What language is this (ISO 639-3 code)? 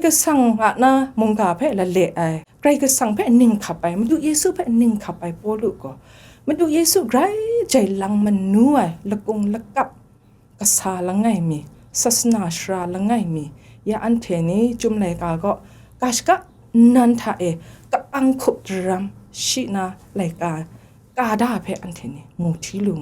kac